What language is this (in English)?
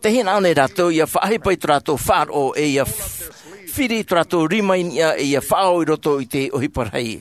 Tahitian